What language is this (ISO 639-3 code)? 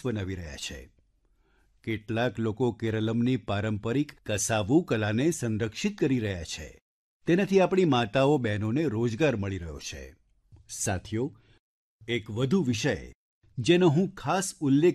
guj